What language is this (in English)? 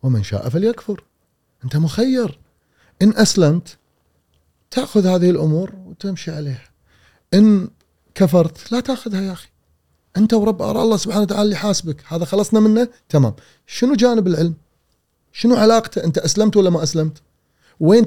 Gulf Arabic